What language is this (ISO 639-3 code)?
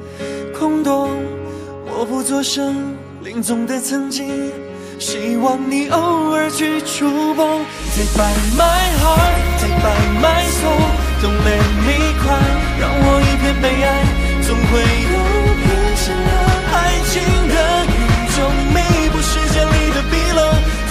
zho